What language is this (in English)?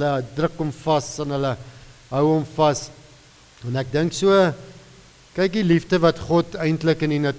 Afrikaans